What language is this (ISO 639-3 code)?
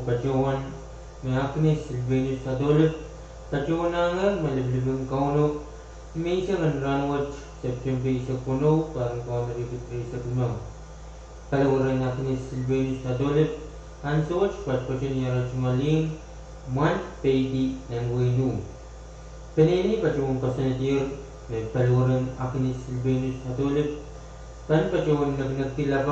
pon